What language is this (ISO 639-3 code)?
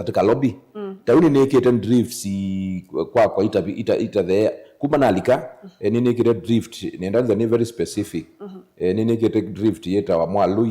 kam